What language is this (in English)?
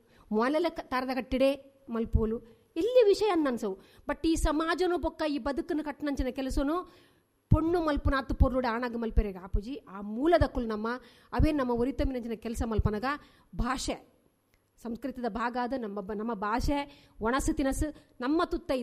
Tulu